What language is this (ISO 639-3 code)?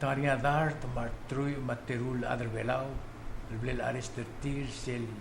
pau